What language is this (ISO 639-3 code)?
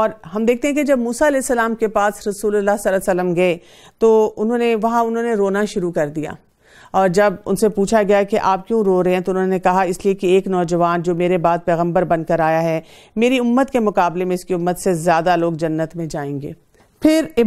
urd